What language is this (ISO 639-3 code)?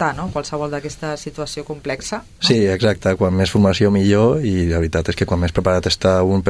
cat